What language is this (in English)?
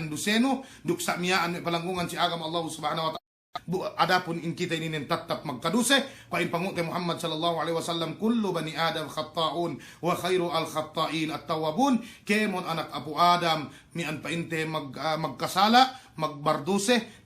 Yakan